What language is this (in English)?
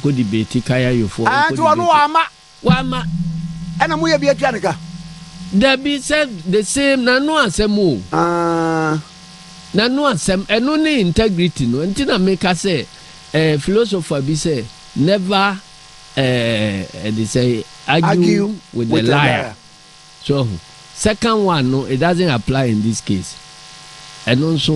Akan